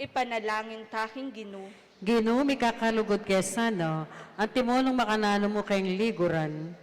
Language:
Pampanga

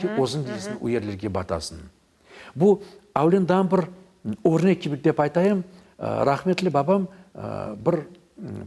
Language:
Crimean Tatar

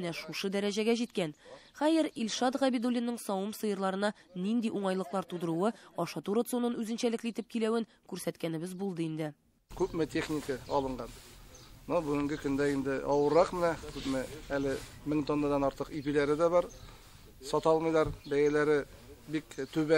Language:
Tatar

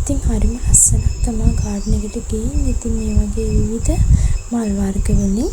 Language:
Sinhala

